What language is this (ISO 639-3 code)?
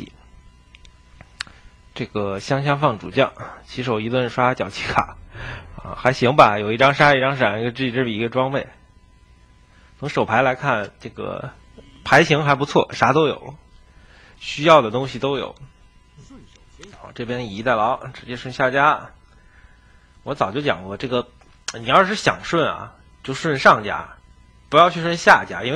zho